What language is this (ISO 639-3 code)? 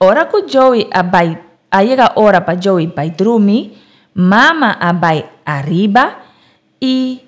pap